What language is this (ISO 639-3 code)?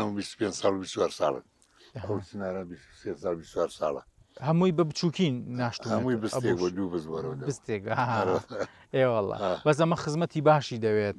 ckb